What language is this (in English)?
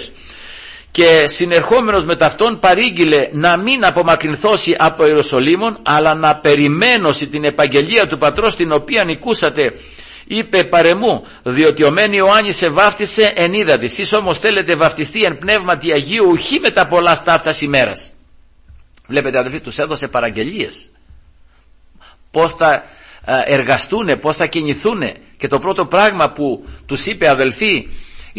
Greek